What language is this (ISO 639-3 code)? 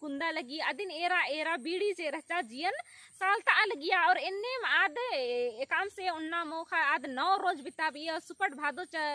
kru